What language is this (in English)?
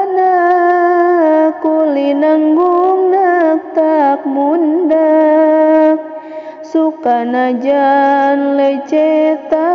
Sundanese